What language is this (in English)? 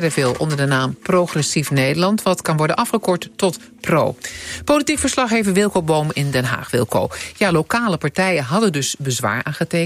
Dutch